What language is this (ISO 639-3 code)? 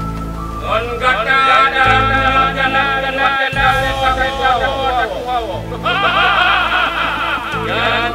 msa